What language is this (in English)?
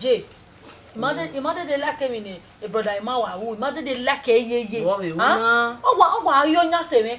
Bini